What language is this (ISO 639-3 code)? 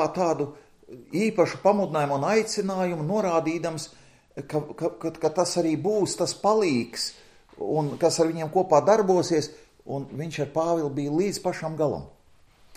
lav